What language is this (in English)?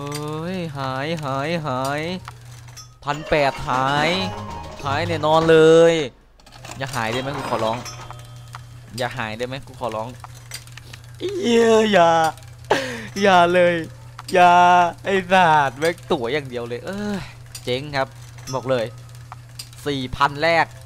Thai